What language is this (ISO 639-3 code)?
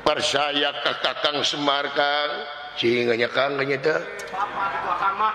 sun